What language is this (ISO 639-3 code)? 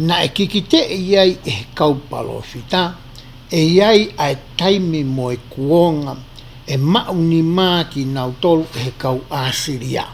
ton